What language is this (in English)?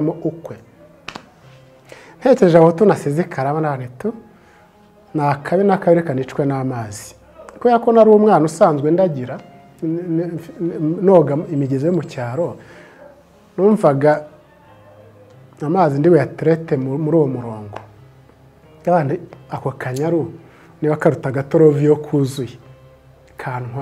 Kinyarwanda